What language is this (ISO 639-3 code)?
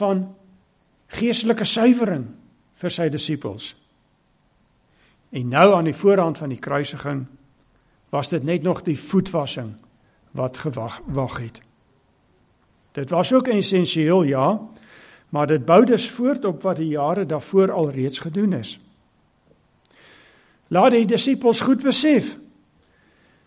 afr